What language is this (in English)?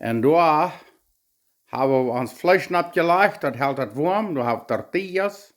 Plautdietsch